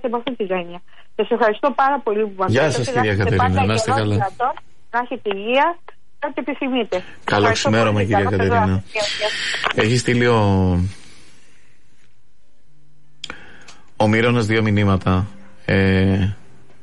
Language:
Greek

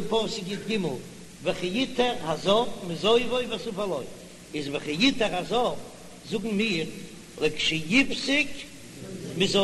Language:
Yiddish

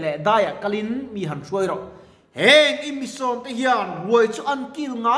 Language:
Mizo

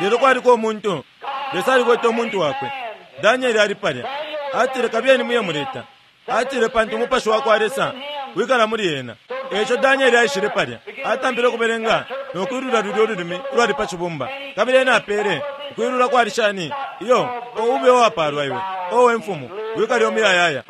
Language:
Bemba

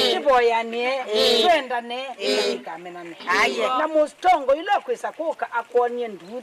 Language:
Kamba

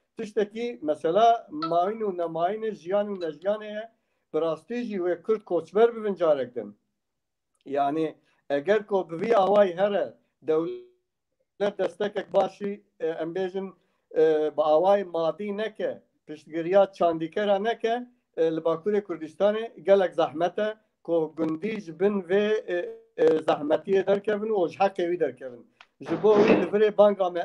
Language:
Kurdish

